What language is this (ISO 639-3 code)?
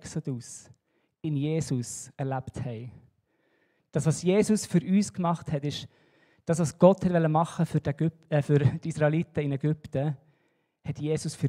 gsw